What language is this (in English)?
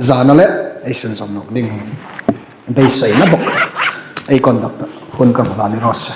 Hmar